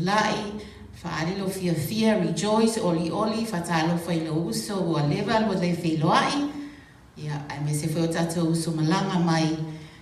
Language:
Samoan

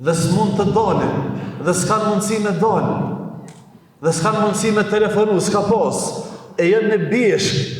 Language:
Albanian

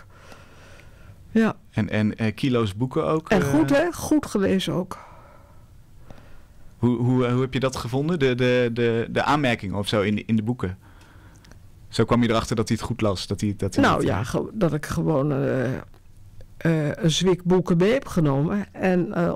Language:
Dutch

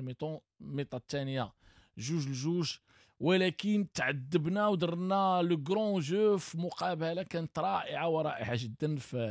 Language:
Moroccan Arabic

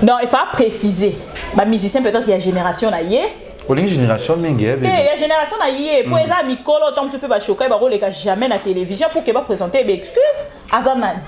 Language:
Lingala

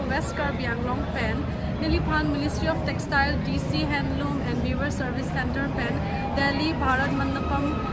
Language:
Karbi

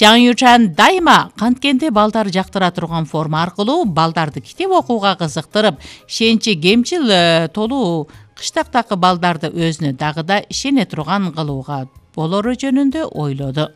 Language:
Kyrgyz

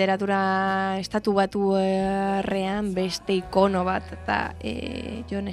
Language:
Basque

